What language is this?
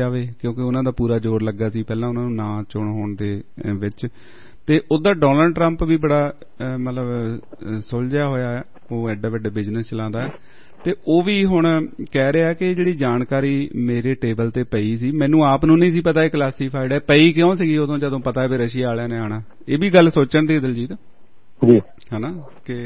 Punjabi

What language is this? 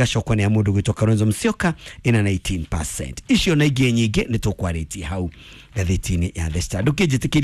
Kikuyu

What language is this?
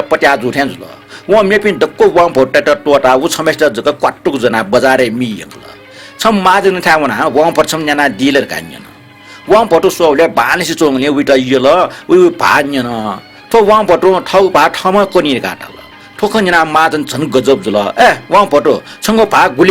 Newari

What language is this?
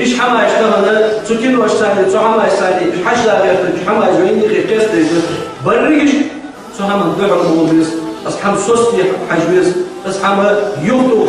Ingush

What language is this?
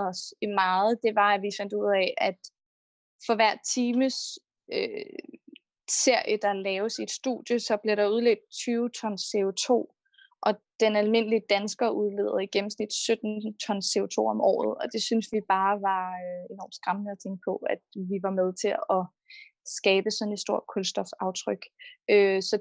Danish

